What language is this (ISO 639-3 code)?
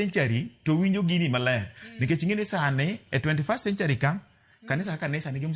luo